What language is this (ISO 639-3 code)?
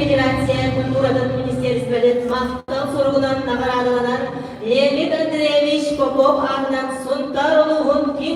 sah